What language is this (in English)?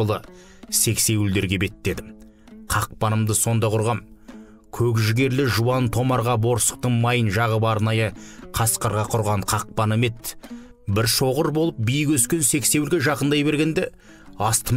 Kazakh